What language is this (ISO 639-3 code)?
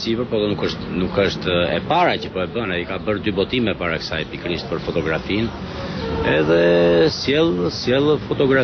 sqi